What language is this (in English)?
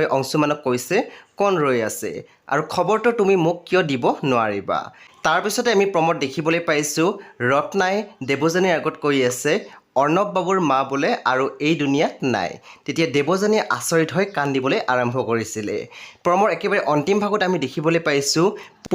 Assamese